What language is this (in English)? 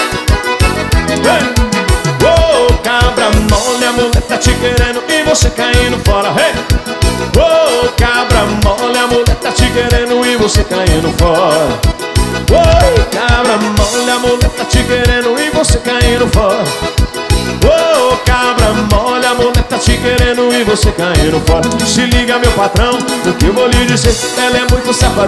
Portuguese